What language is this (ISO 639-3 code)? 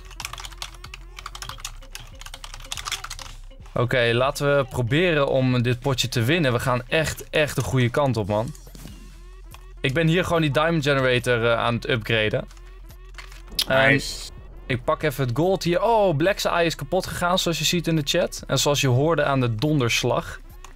nld